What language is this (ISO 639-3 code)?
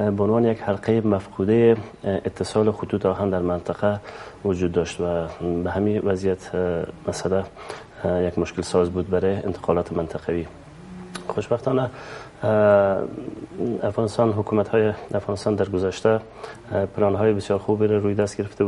fas